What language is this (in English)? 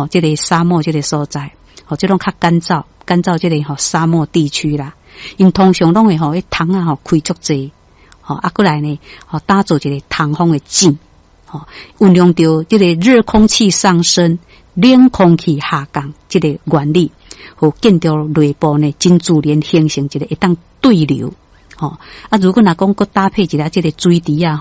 Min Nan Chinese